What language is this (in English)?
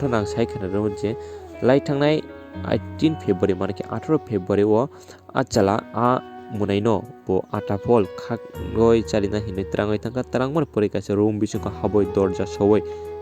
Kok Borok